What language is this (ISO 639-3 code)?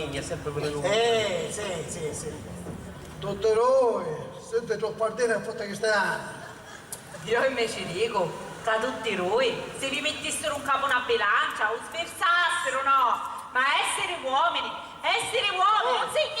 scn